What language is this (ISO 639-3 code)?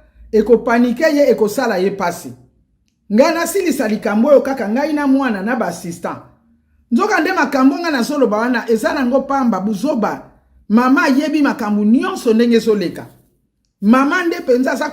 lin